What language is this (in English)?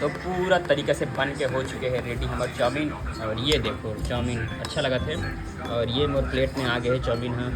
Chhattisgarhi